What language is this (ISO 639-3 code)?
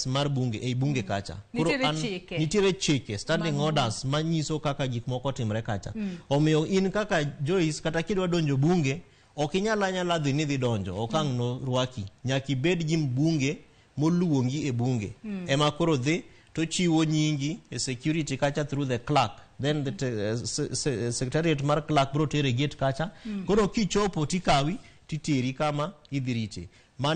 luo